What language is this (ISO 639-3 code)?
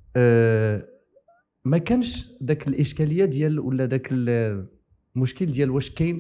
ary